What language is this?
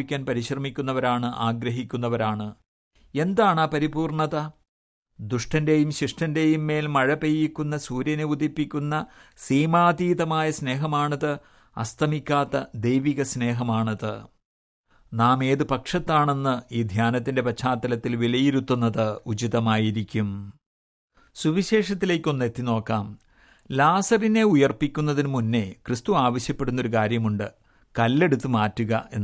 Malayalam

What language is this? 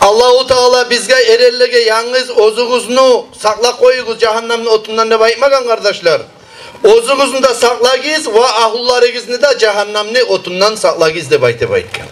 Kumyk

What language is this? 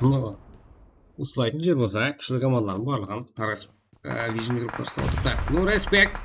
Kara-Kalpak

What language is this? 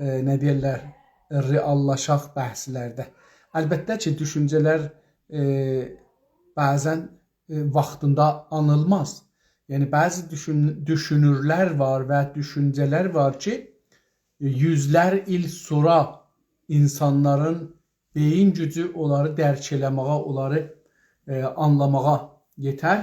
South Azerbaijani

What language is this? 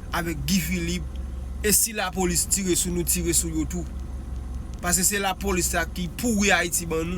Haitian Creole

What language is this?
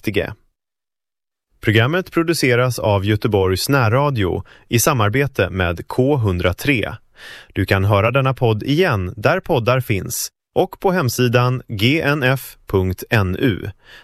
Swedish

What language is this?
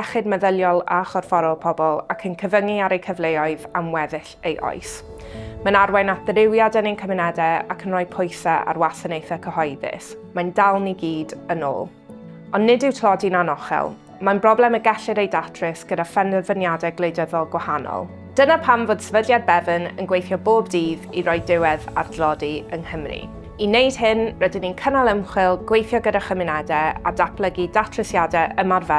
Welsh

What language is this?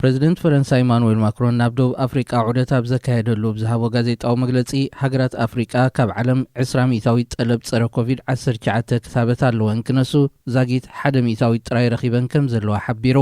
Tigrinya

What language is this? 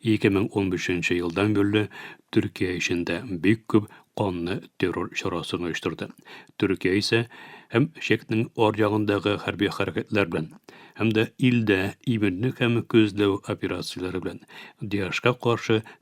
Tatar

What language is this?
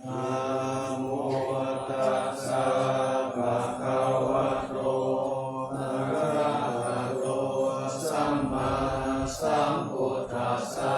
Pali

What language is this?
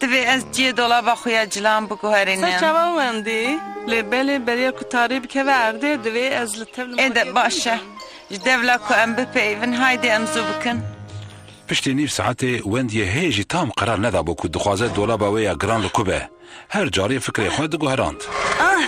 Kurdish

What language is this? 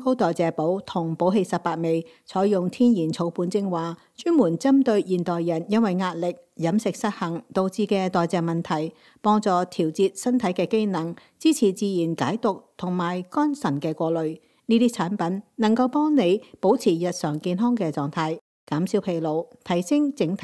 Cantonese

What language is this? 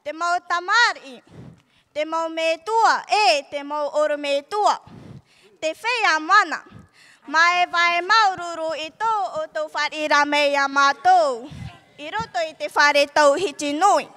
Tahitian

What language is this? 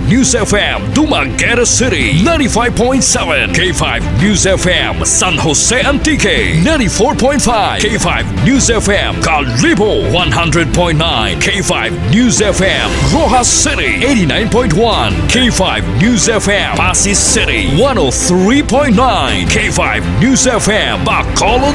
Hiligaynon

